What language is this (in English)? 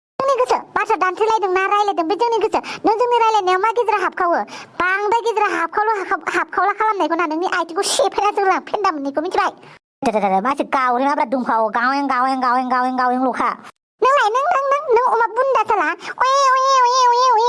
Bodo